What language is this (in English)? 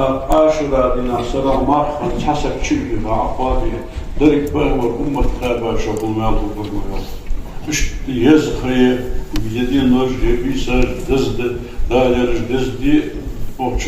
Ingush